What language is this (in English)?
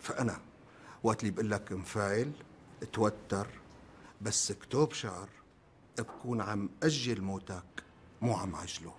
North Levantine Arabic